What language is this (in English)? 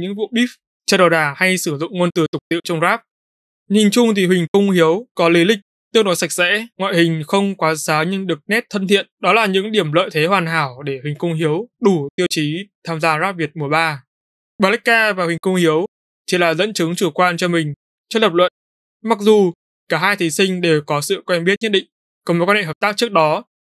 Vietnamese